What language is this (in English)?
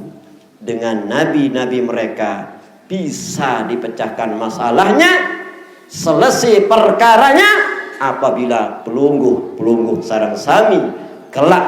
Sasak